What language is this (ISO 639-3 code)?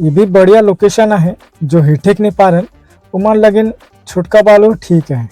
sck